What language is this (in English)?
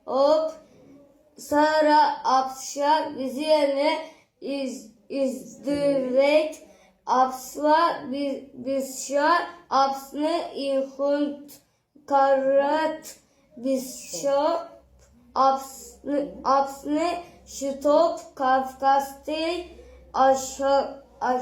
Abkhazian